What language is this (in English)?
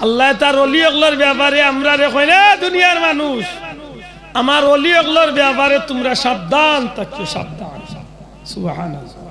Sylheti